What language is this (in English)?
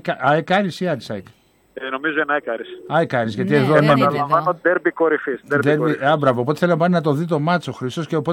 Greek